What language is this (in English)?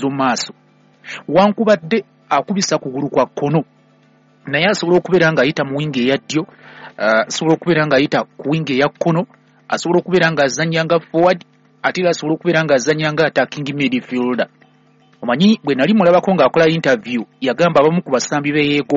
Ganda